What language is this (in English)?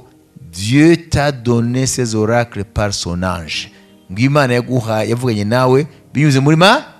Kinyarwanda